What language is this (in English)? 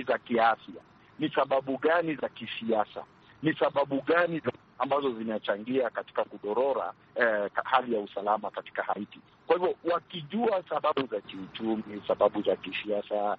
Swahili